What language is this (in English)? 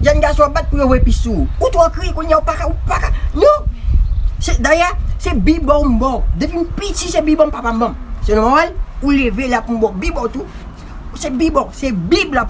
Haitian Creole